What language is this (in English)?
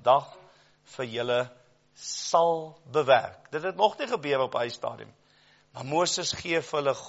Afrikaans